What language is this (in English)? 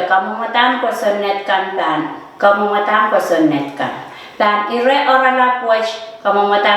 Pohnpeian